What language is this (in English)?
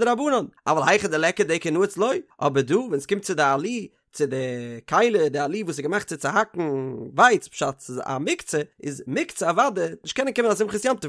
Yiddish